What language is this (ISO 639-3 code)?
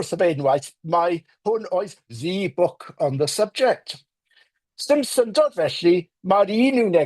cym